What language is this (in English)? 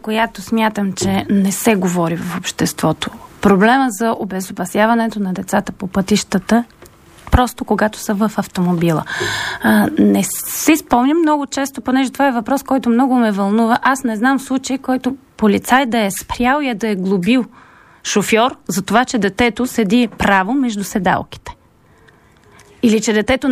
Bulgarian